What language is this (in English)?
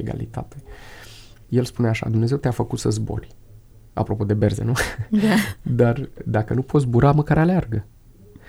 Romanian